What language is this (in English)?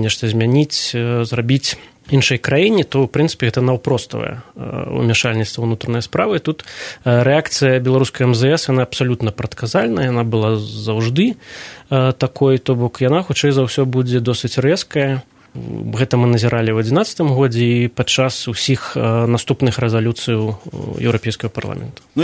Belarusian